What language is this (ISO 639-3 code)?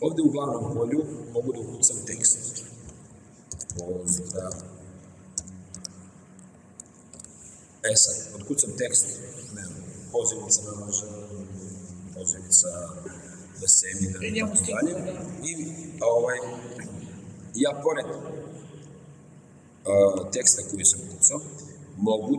srp